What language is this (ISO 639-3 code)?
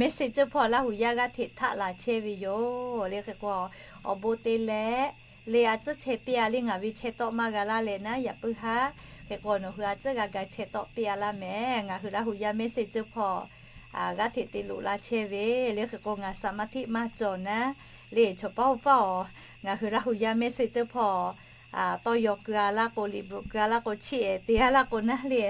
lhu